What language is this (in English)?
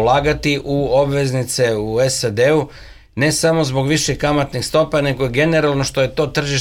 Serbian